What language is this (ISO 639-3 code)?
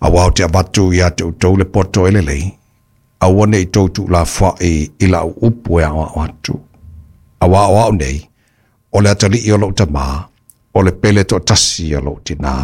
smo